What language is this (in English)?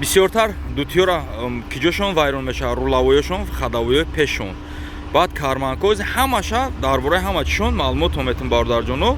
Tajik